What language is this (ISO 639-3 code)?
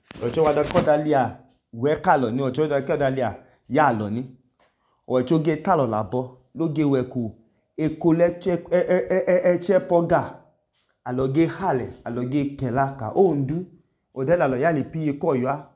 idu